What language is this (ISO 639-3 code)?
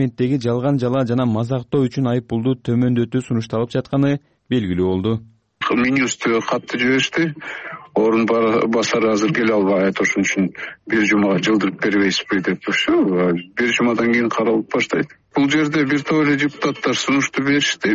kir